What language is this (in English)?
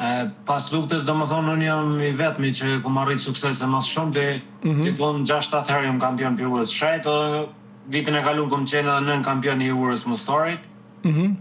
Albanian